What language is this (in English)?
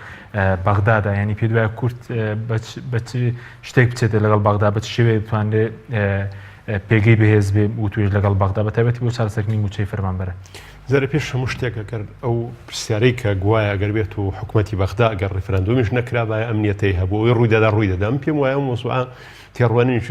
Central Kurdish